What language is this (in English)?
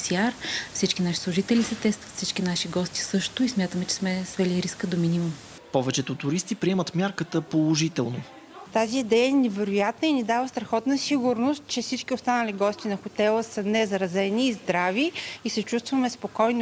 Bulgarian